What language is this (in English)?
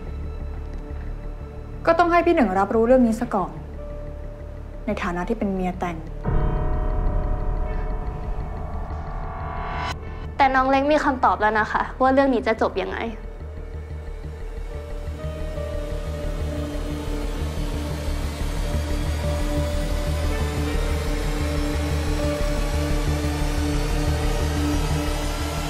Thai